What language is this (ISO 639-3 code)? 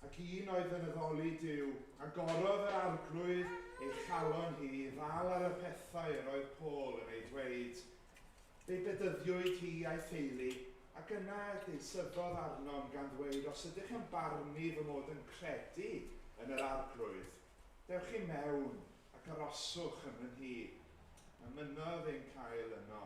cym